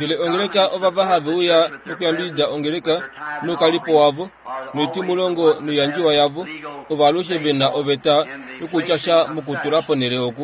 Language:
Kuanyama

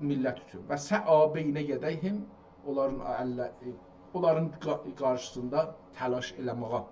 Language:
South Azerbaijani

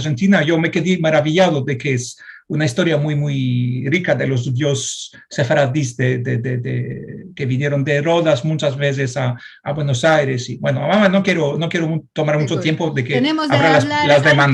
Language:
Ladino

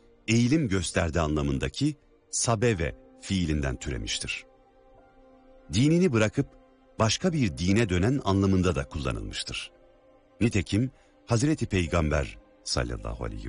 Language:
Turkish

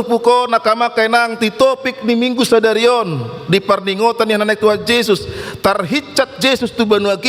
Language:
Batak Toba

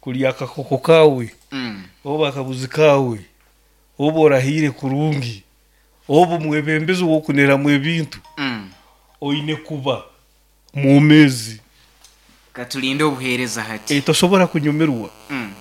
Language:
Nyoro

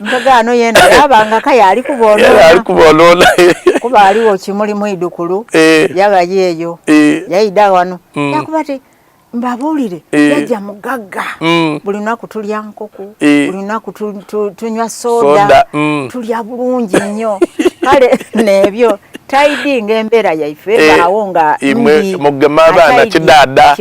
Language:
Soga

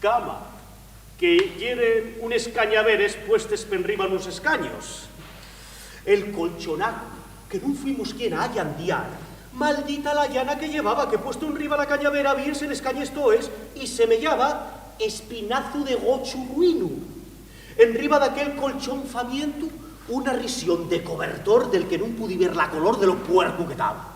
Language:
Asturian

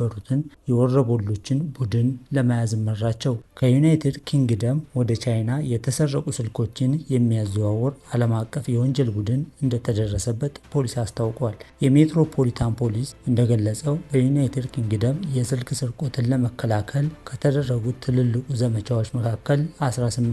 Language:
Amharic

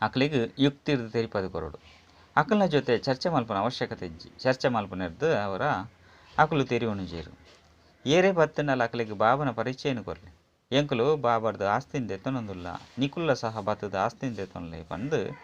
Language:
Tulu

